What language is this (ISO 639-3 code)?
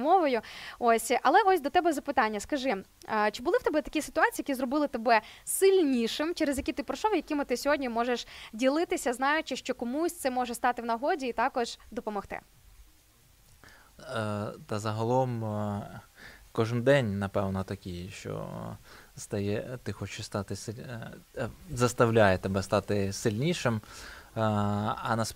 ukr